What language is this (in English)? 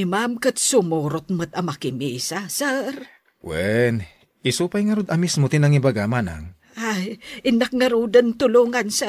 Iloko